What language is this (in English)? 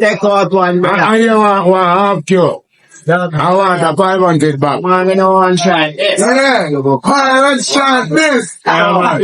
Jamaican Creole English